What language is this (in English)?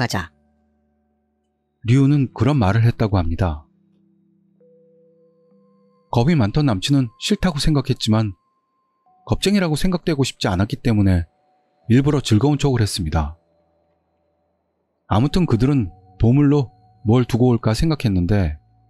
Korean